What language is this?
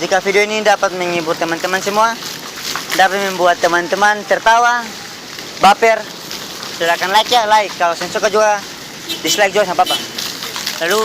Ambonese Malay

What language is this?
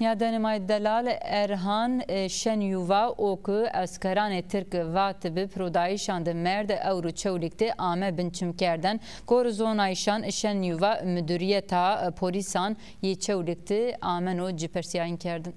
Zaza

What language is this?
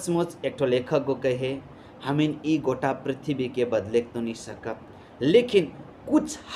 Sadri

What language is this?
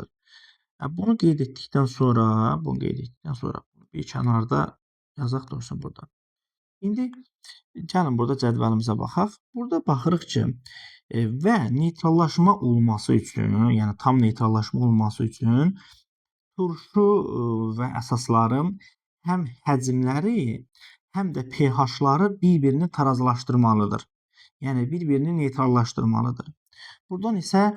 Azerbaijani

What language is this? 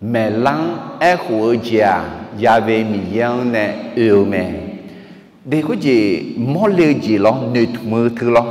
Akha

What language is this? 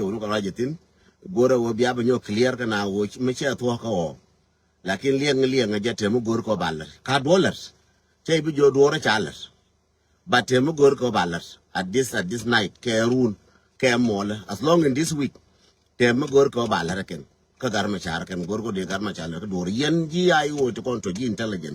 Nuer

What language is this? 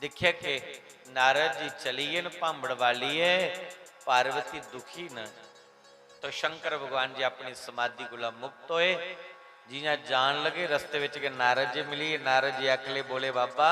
Dogri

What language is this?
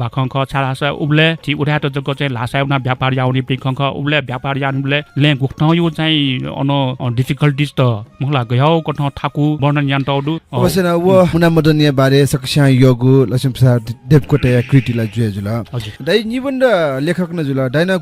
Newari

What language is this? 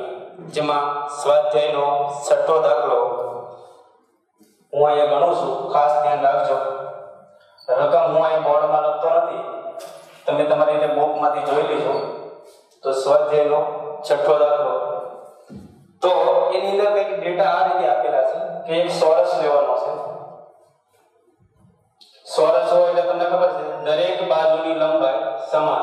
Gujarati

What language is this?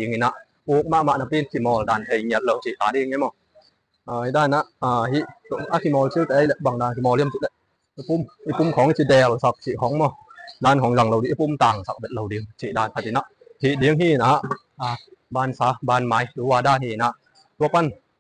Tedim Chin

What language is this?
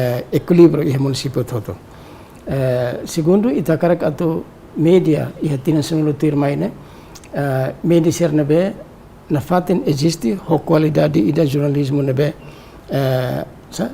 Tetum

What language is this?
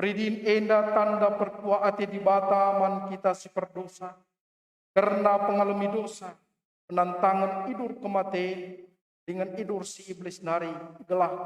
Batak Karo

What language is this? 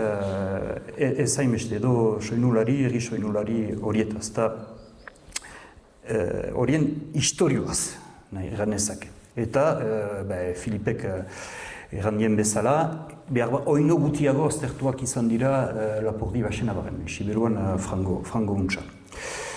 Basque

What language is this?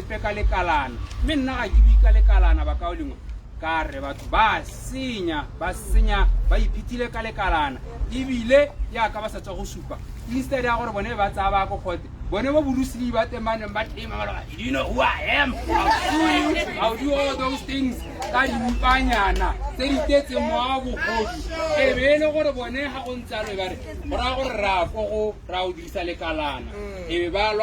Tswana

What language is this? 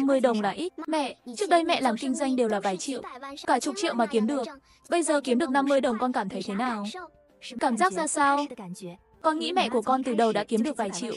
Vietnamese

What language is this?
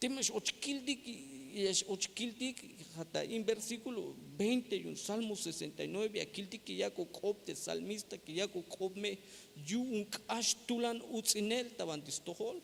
Tzeltal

